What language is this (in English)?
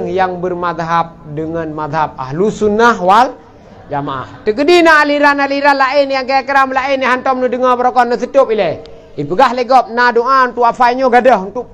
Achinese